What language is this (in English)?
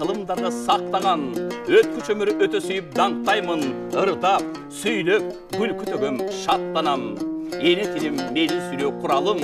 Kyrgyz